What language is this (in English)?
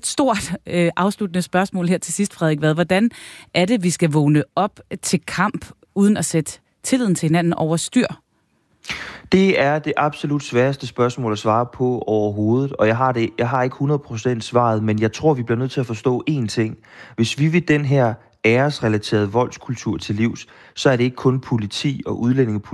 Danish